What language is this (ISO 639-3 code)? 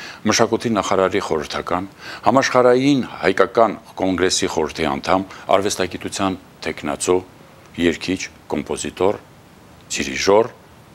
hye